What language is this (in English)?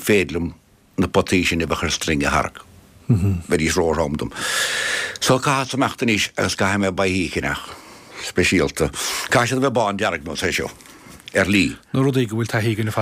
Irish